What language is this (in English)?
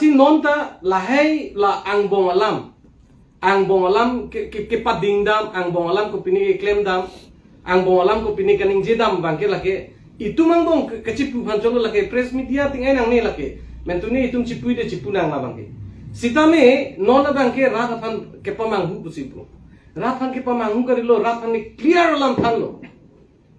Karbi